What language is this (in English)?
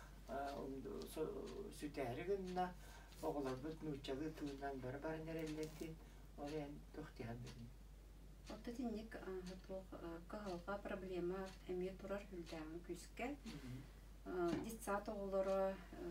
Yakut